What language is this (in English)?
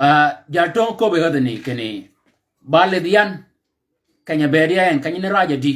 Shilluk